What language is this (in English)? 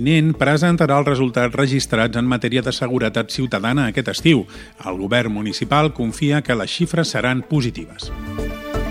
Catalan